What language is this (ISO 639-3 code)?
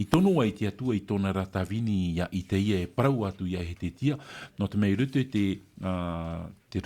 tah